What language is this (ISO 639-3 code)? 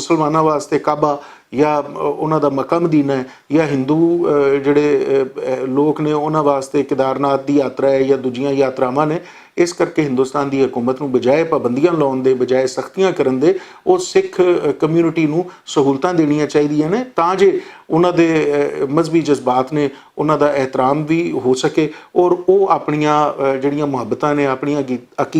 lah